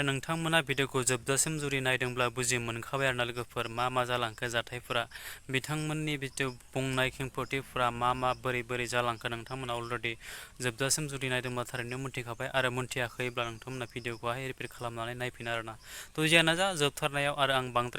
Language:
Bodo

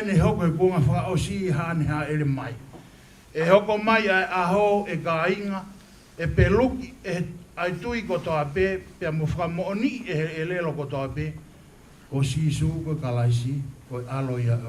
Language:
Tongan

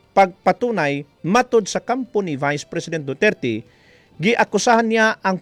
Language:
Cebuano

